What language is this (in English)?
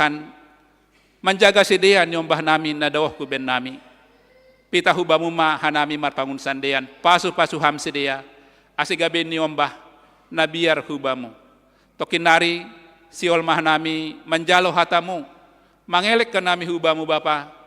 Batak Simalungun